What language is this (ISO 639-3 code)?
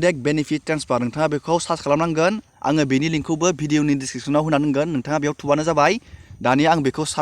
brx